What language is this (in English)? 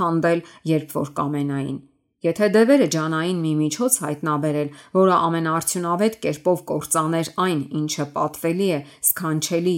Armenian